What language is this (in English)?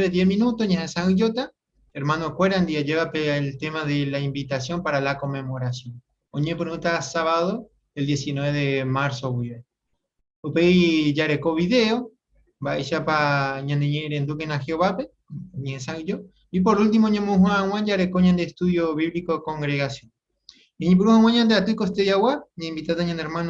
Guarani